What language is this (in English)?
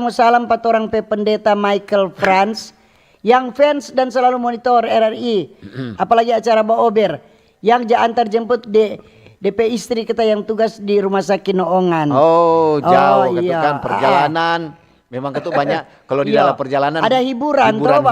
Manado Malay